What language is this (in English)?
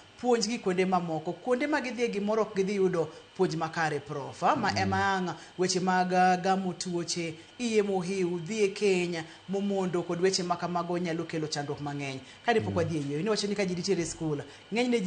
Luo (Kenya and Tanzania)